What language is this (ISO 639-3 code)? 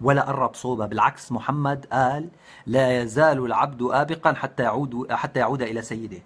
apc